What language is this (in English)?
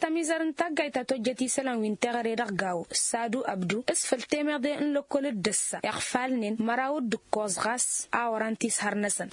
Tamasheq